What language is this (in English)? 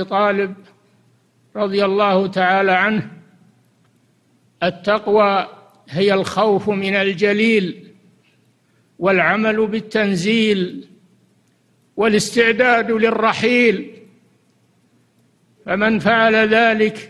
Arabic